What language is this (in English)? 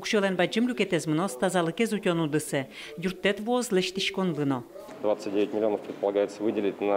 Udmurt